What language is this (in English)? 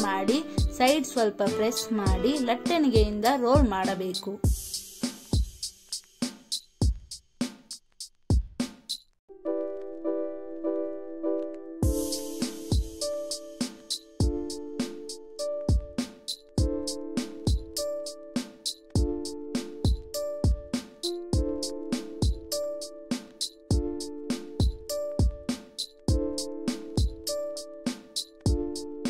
Kannada